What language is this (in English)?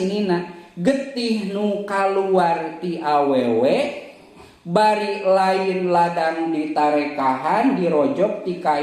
Sundanese